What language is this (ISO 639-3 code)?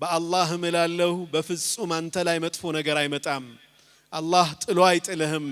amh